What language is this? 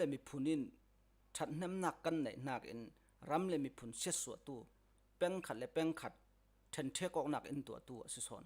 Falam Chin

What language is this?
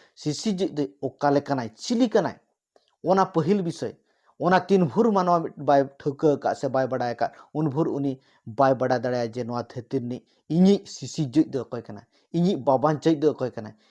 Santali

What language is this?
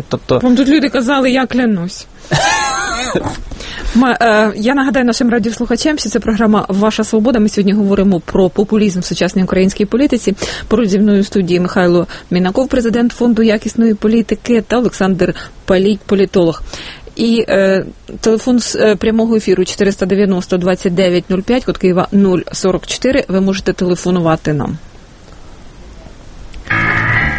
Ukrainian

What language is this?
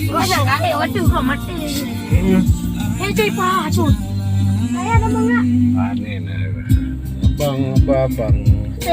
Achinese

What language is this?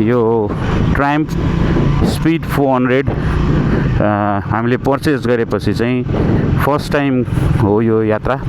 Nepali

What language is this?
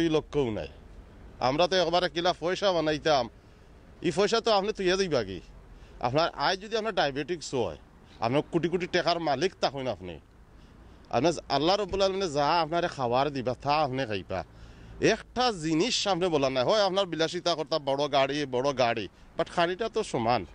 Sylheti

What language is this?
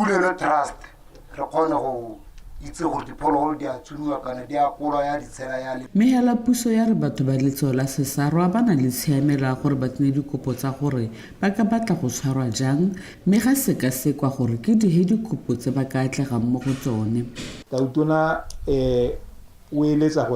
Tswana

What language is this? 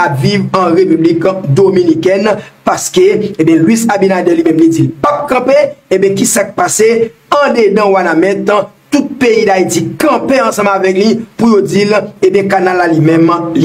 Haitian Creole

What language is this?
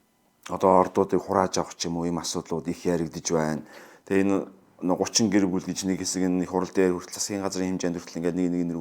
Mongolian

